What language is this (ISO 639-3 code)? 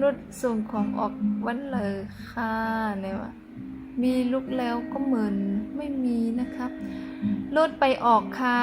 shn